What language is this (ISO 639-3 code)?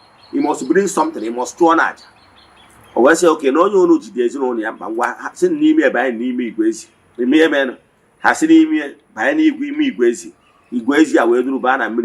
ibo